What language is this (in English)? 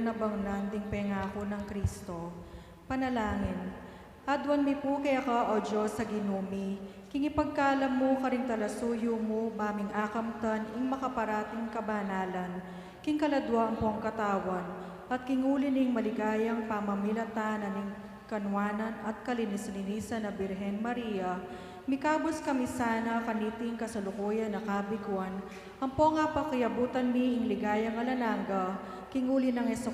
Pampanga